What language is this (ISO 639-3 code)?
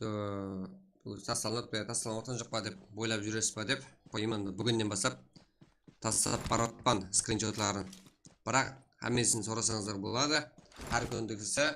kaa